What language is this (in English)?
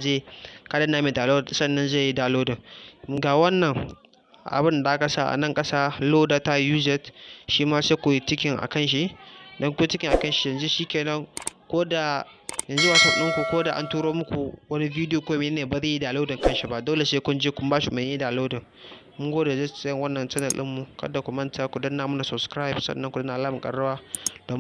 Hausa